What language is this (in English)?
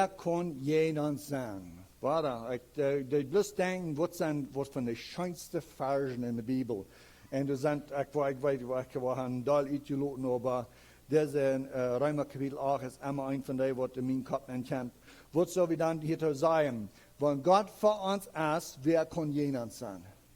Plautdietsch